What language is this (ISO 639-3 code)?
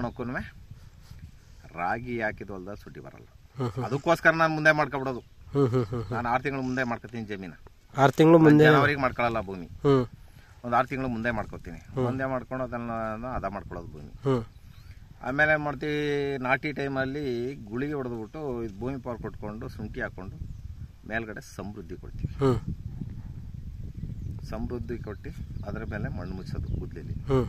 kan